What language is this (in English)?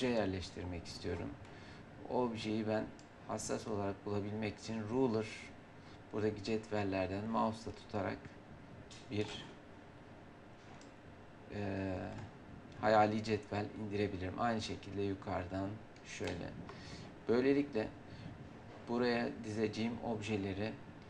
Turkish